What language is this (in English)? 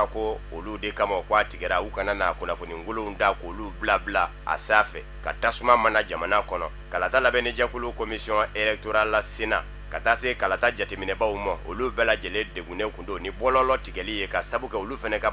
Bambara